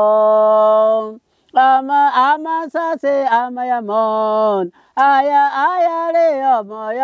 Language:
Gusii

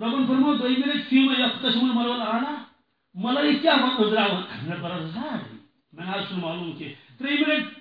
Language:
Kashmiri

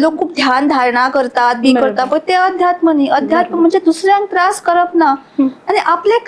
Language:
Konkani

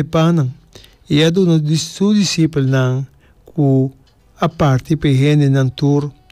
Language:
Papiamento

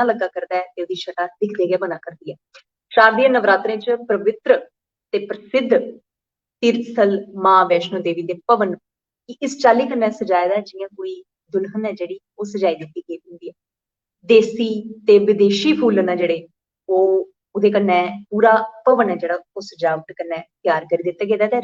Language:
Dogri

